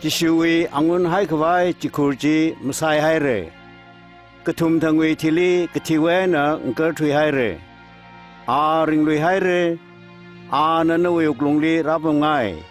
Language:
Tangkhul Naga (India)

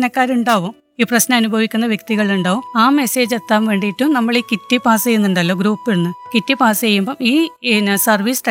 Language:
Malayalam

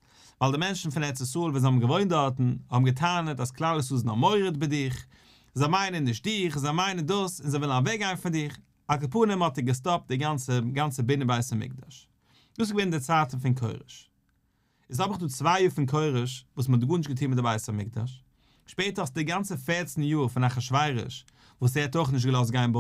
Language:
Yiddish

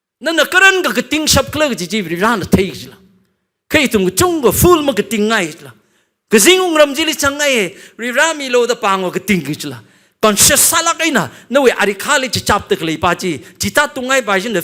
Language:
Tangkhul Naga (India)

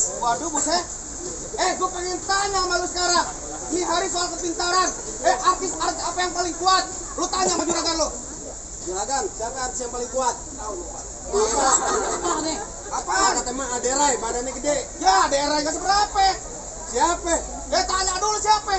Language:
Betawi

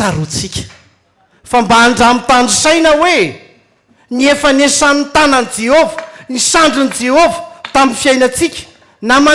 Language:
Malagasy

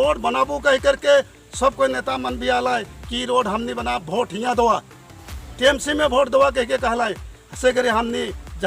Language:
Sadri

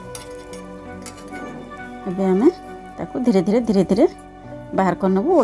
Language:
Odia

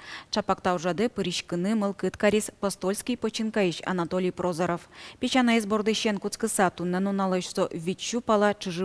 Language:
Udmurt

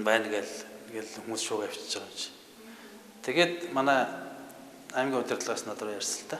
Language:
Mongolian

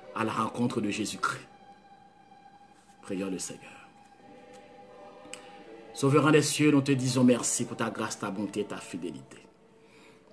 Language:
French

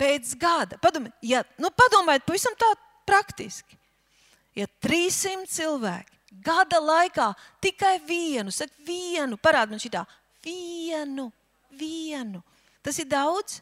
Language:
Latvian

